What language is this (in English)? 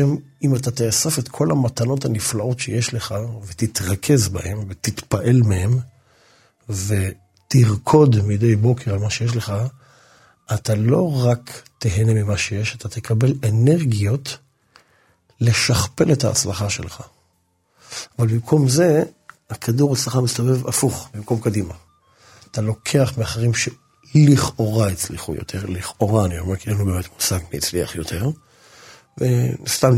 Hebrew